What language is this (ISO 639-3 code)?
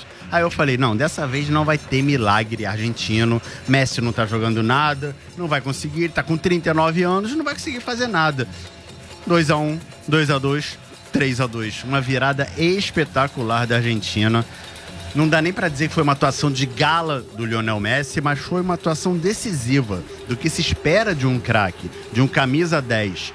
por